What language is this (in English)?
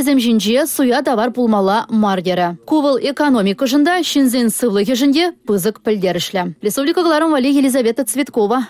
Chuvash